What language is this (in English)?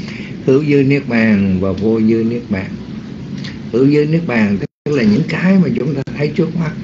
Vietnamese